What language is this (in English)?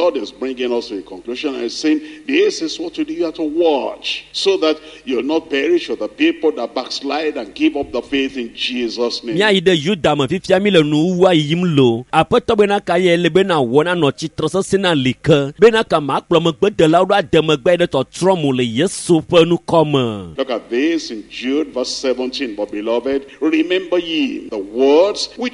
Ewe